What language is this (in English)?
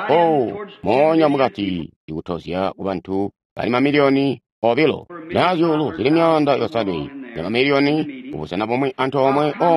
Tonga (Zambia)